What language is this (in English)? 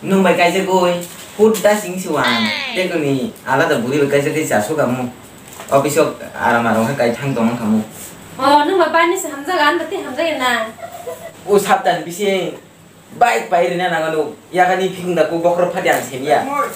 Kok Borok